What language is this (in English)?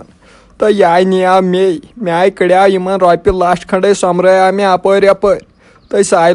Kashmiri